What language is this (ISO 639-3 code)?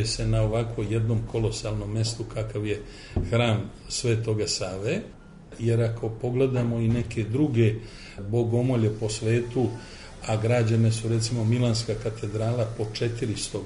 srp